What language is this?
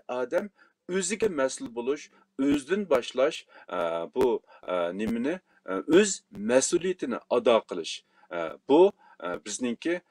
Uyghur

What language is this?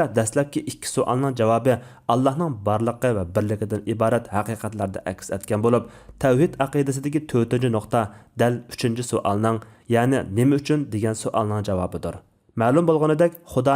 Uyghur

